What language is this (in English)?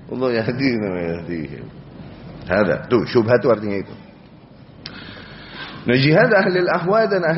Indonesian